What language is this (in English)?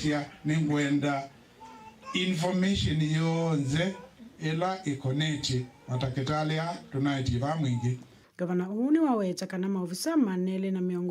Kamba